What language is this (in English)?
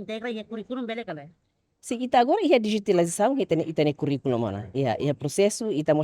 Tetum